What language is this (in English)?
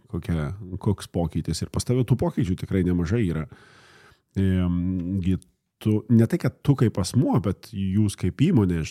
Lithuanian